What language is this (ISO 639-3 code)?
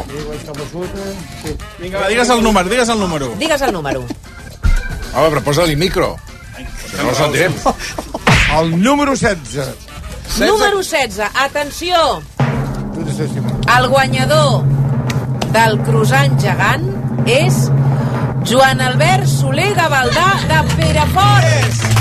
cat